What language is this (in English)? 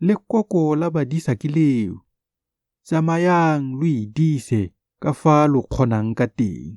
Tswana